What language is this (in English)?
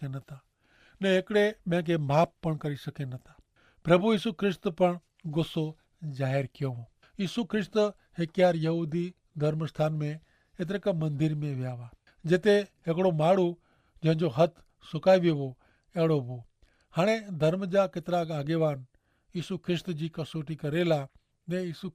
Kachhi